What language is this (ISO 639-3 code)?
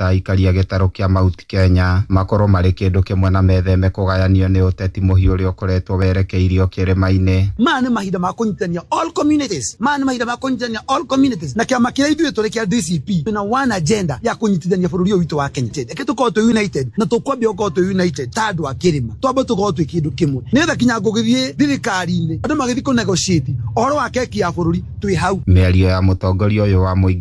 kik